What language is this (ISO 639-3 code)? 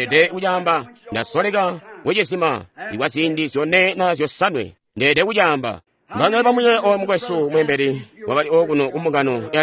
toi